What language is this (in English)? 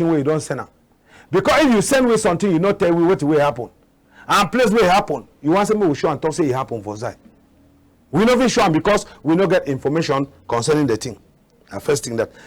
Cameroon Pidgin